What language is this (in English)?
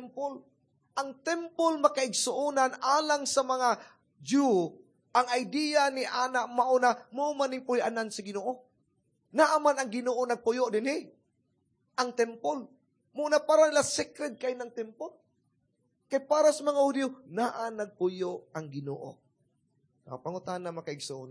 Cebuano